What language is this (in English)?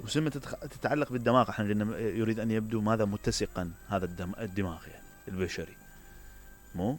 Mesopotamian Arabic